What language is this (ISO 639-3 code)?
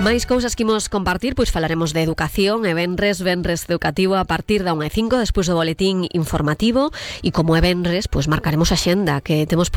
glg